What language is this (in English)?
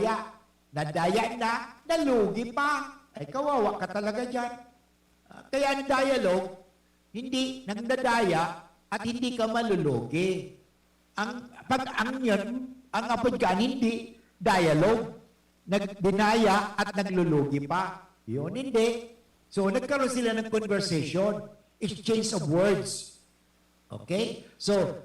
Bikol